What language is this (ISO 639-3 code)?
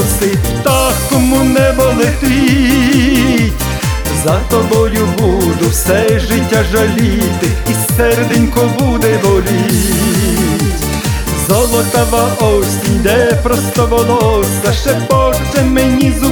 ukr